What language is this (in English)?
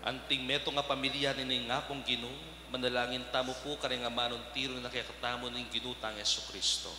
Pampanga